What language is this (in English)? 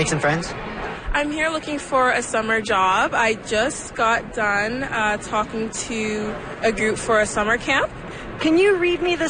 English